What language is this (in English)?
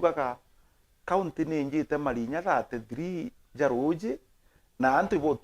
Meru